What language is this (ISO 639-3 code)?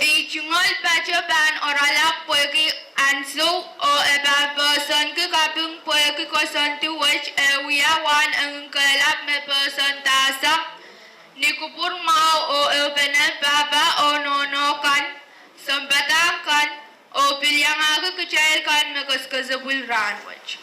pon